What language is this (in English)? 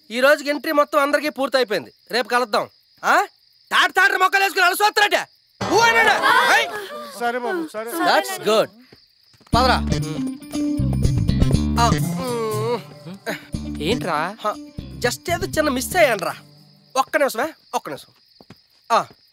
Telugu